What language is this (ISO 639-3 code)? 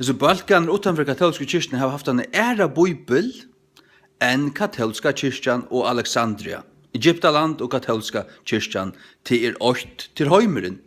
fao